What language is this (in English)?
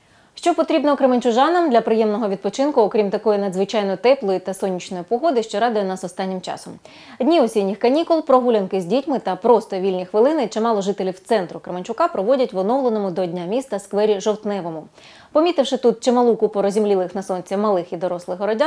Ukrainian